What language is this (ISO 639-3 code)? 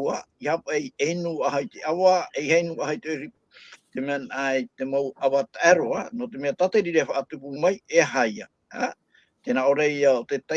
tah